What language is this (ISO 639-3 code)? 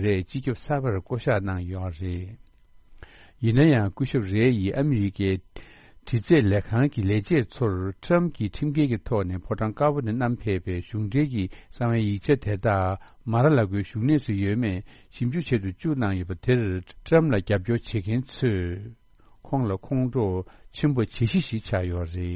bod